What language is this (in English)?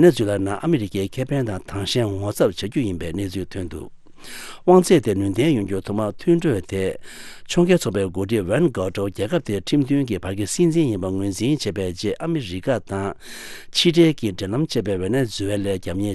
Tibetan